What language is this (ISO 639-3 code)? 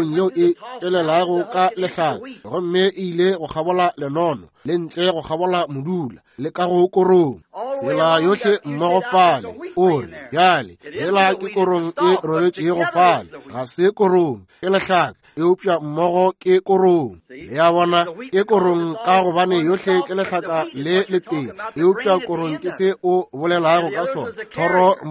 nso